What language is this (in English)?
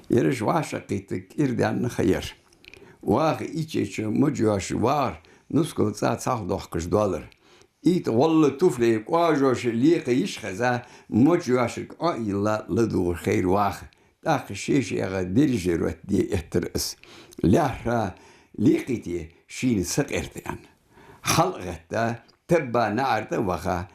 Ingush